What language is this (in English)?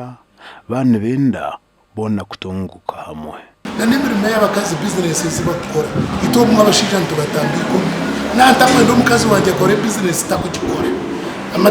Nyankole